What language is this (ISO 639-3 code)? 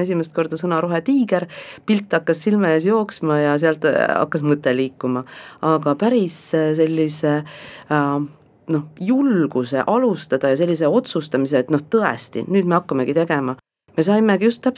est